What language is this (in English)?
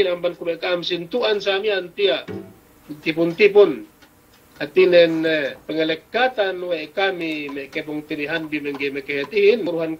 Yakan